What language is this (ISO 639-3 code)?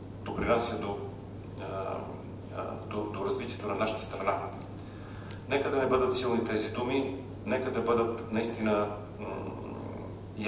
bul